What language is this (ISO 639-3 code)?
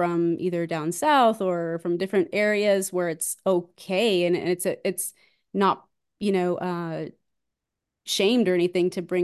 eng